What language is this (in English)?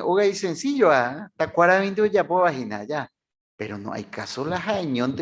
Guarani